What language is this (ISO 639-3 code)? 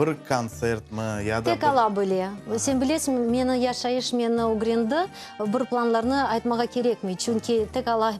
crh